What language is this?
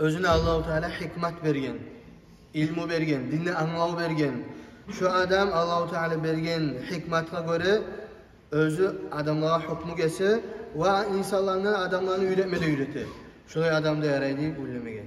Kumyk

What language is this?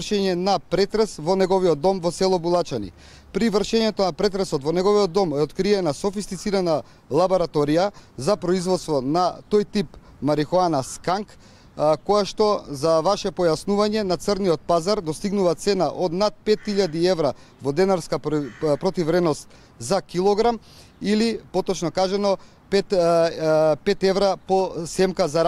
Macedonian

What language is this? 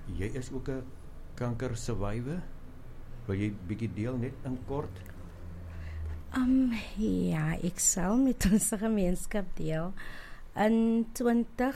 Afrikaans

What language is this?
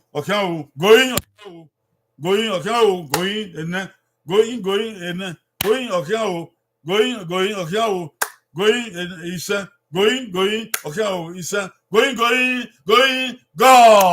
Bini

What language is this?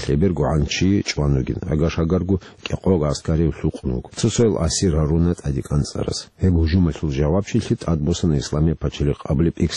Avaric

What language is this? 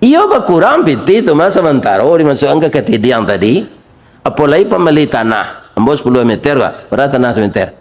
Minangkabau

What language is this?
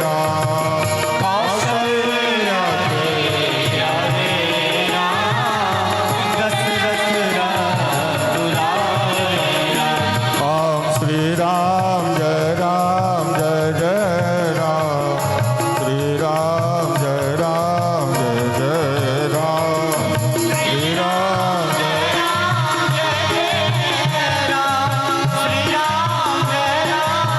Maithili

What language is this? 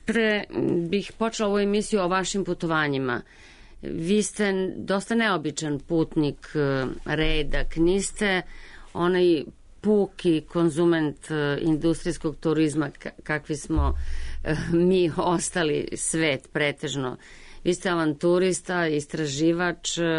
Serbian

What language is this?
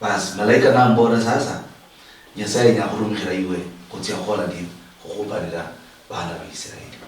Luyia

